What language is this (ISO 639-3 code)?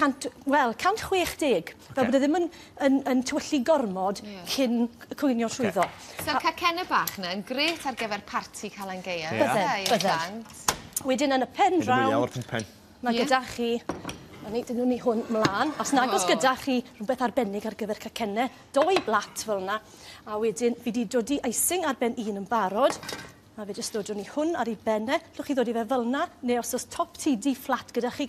cym